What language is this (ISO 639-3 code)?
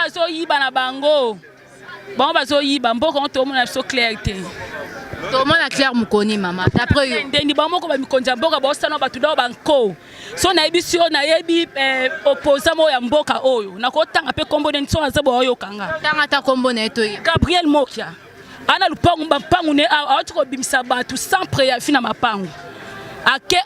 lin